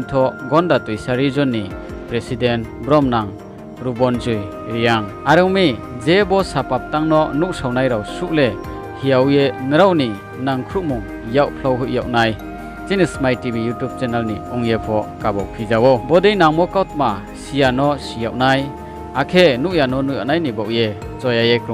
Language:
Riang (India)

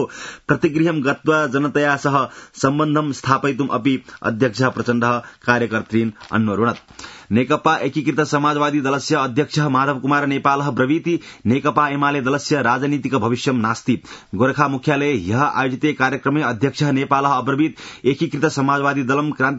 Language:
Sanskrit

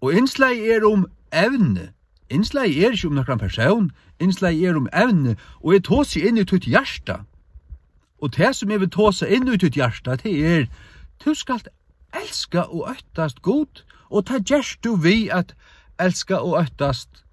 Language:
Faroese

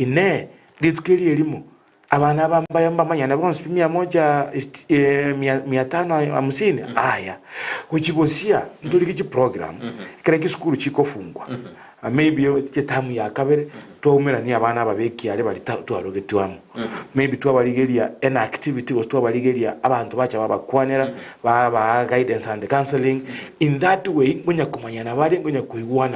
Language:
Gusii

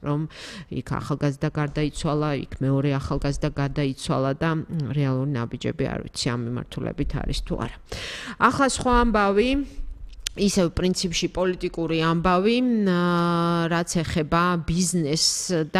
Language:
Georgian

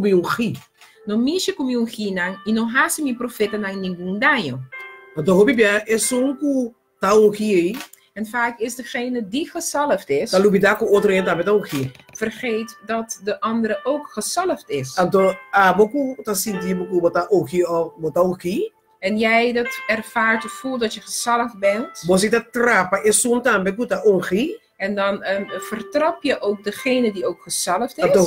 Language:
Papiamento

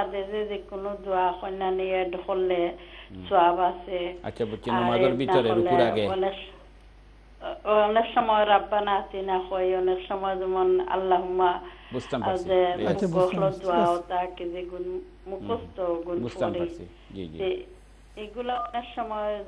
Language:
Bangla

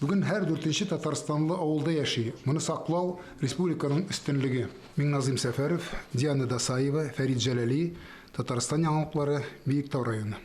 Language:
Tatar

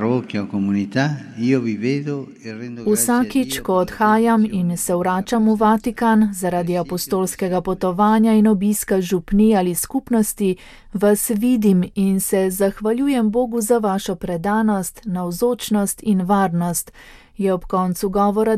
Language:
Slovenian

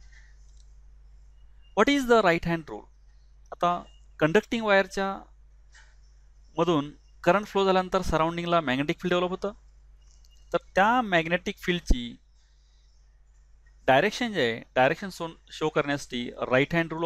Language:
Marathi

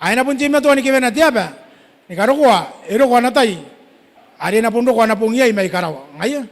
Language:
Gilbertese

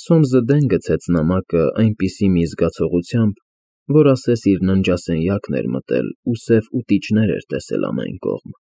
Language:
Armenian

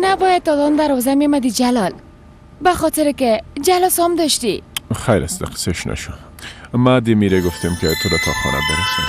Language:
Persian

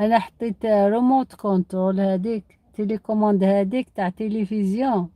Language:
Algerian Arabic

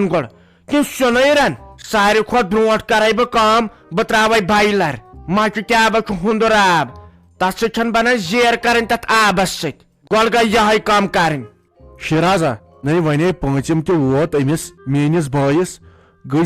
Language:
Kashmiri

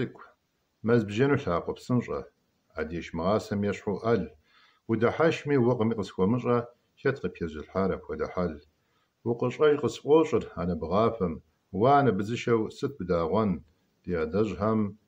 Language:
Kabardian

